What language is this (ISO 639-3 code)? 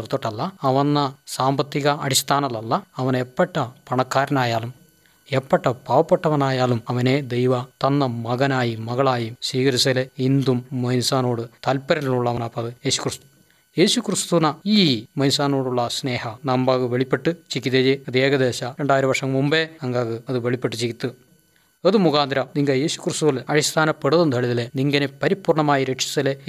mal